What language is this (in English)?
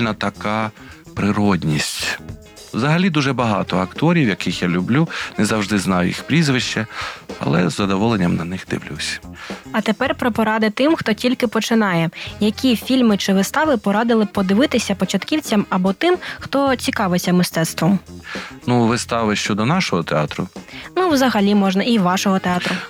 Ukrainian